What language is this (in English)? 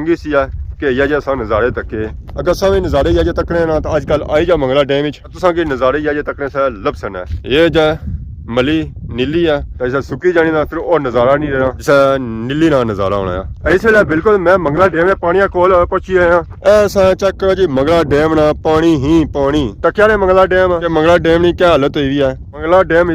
Pahari-Potwari